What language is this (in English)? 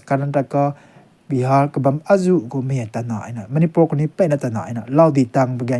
Rongmei Naga